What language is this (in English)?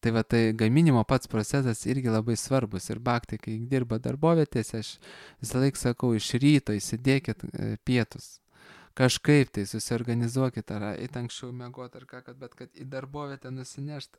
Lithuanian